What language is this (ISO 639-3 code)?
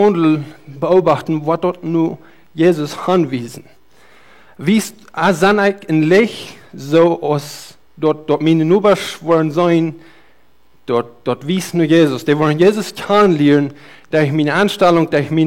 pdt